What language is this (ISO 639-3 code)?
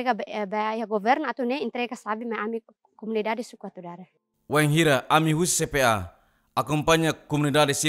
tet